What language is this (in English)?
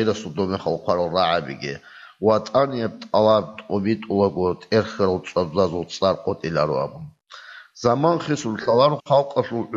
Avaric